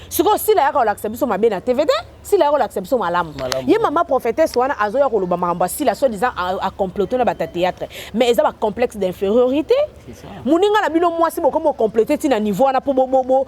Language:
Lingala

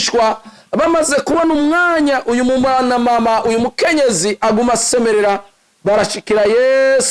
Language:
Rundi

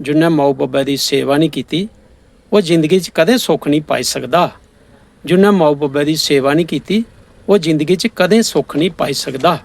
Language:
Dogri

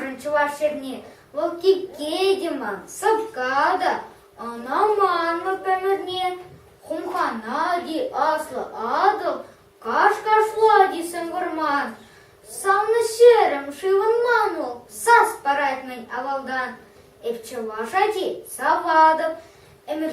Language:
Chuvash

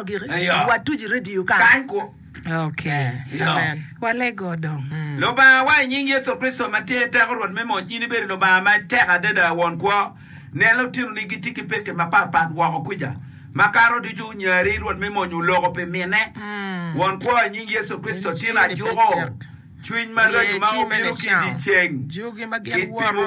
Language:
Acoli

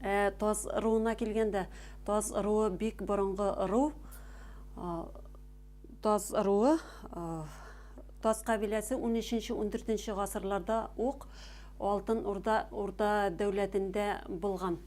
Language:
Bashkir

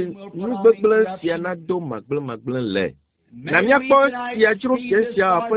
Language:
Ewe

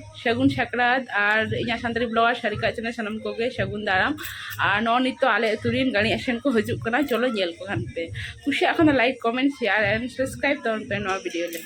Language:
Santali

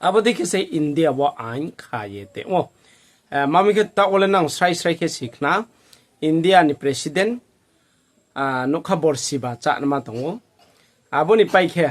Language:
Riang (India)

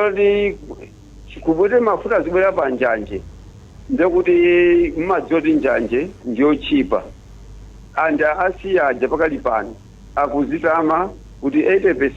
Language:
Nyanja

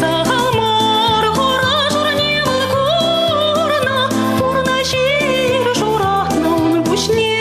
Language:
Chuvash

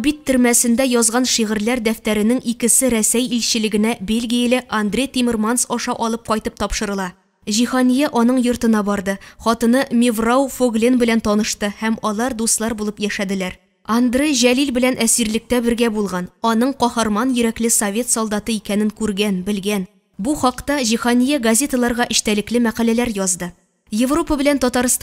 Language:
Tatar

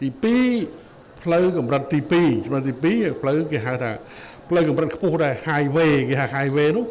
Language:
Khmer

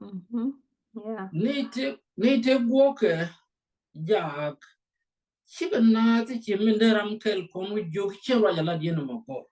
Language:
Nuer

